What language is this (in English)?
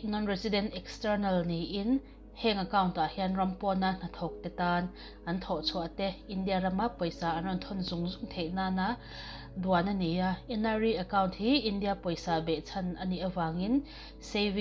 Mizo